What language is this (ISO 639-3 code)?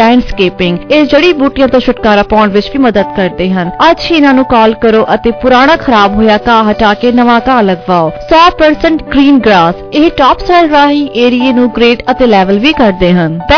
pan